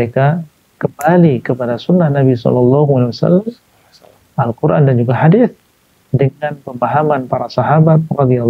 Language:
Indonesian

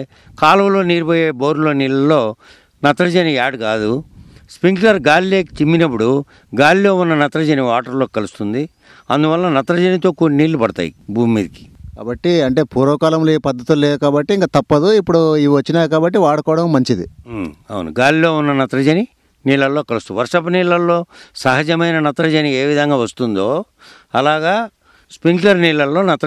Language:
Telugu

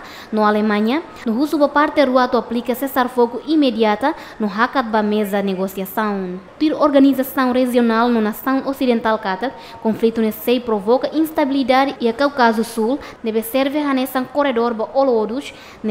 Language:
Tetum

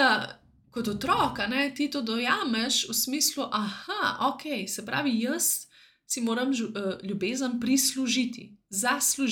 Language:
Slovenian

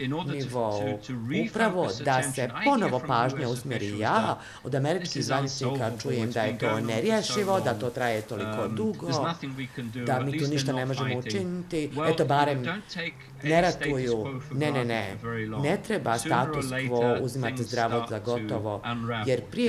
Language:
Bosnian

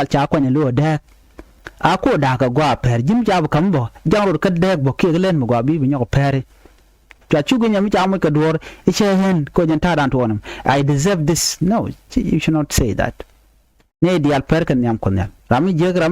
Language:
Nuer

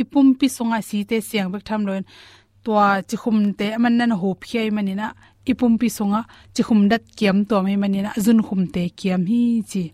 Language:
Tedim Chin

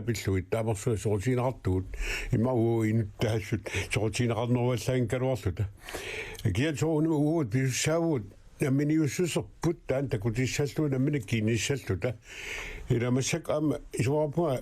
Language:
Kalaallisut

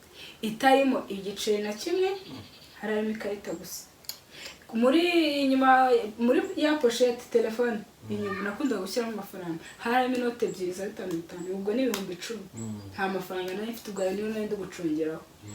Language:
Kinyarwanda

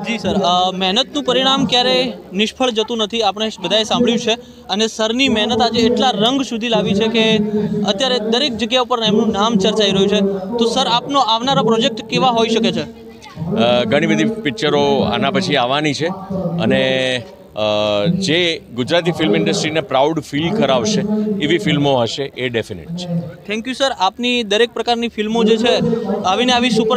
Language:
Gujarati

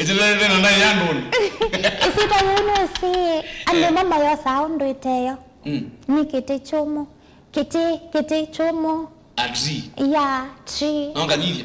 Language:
Kamba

